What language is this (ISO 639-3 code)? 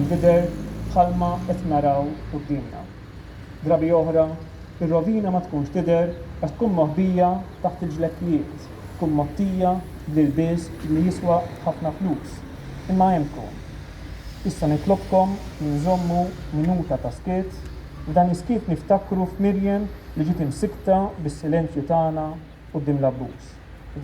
mlt